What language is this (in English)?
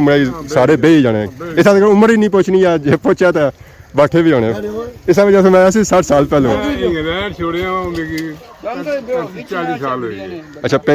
Pahari-Potwari